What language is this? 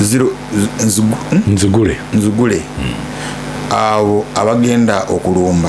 Ganda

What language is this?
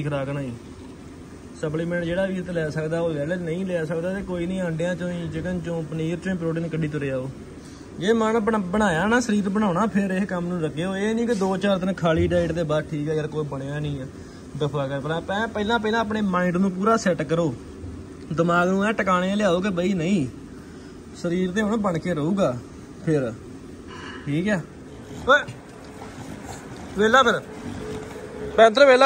Punjabi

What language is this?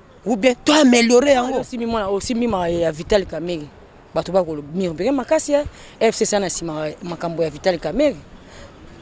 Lingala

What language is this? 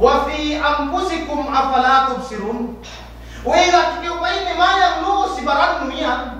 Yakan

